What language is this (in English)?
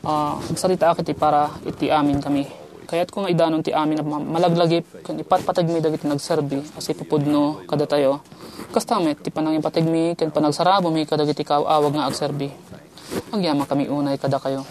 Iloko